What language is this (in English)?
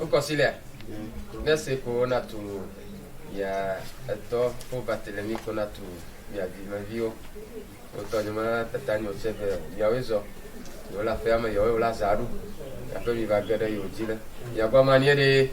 Ewe